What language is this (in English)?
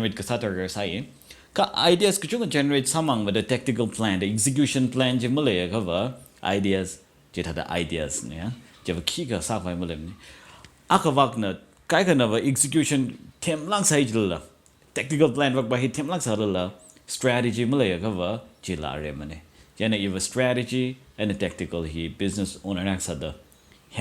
Tangkhul Naga (India)